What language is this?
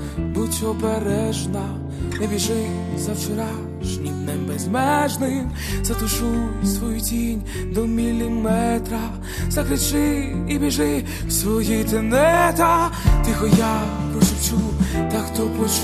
Ukrainian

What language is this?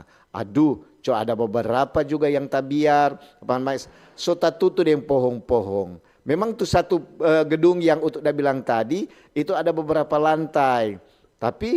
Manado Malay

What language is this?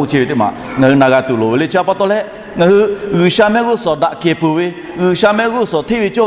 Lahu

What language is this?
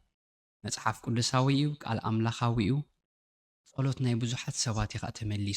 Tigrinya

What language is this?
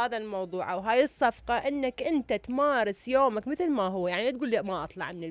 Mesopotamian Arabic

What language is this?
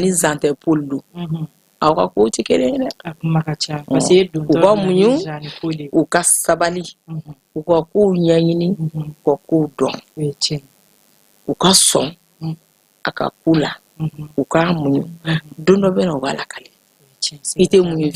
Bambara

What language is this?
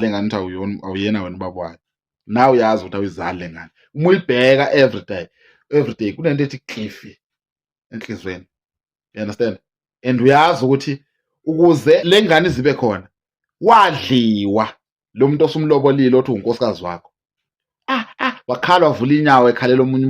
Zulu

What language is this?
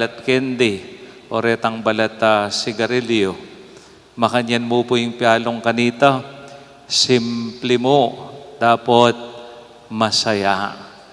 Pampanga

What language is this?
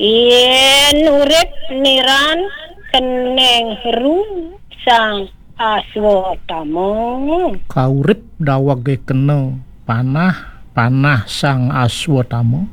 Balinese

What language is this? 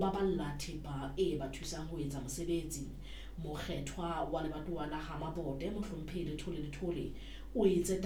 Southern Sotho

